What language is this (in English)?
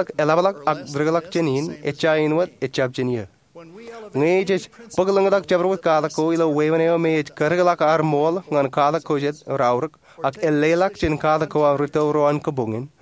Marshallese